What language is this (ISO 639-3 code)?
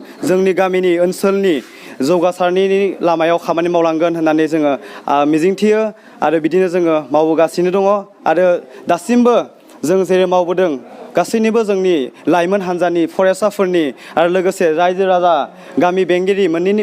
brx